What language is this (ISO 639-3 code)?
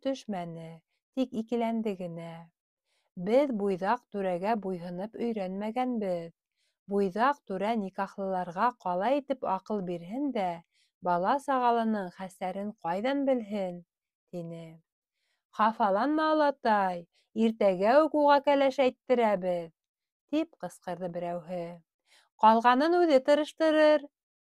bak